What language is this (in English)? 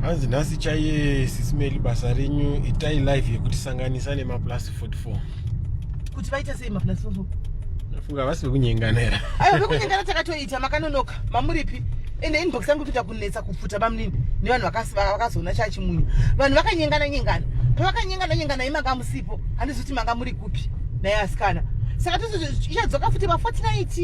Shona